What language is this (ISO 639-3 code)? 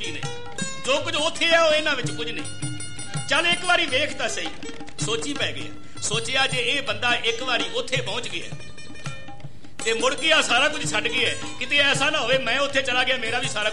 pan